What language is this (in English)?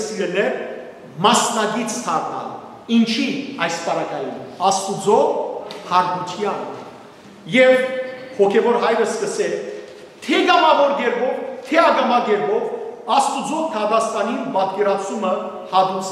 Western Armenian